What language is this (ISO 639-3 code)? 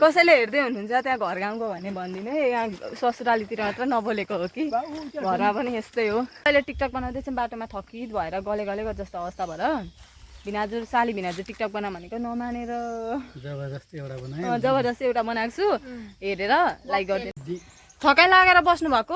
nep